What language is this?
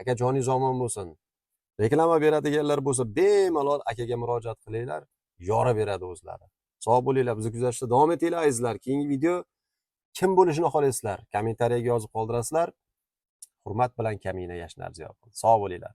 Uzbek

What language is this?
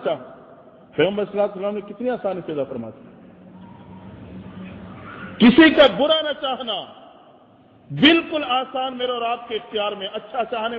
Urdu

